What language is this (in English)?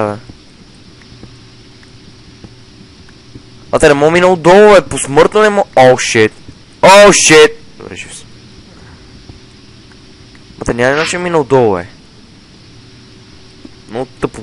Bulgarian